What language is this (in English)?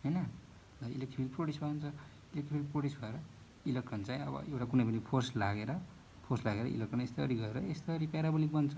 Nepali